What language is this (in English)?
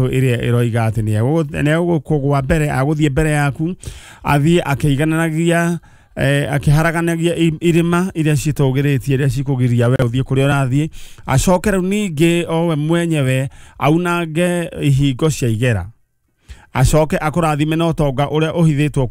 Kikuyu